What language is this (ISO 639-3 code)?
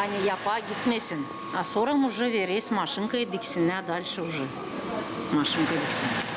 gag